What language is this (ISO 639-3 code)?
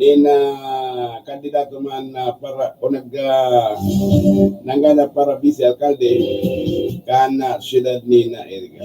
bik